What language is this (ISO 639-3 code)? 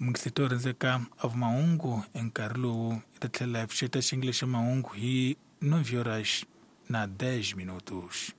tso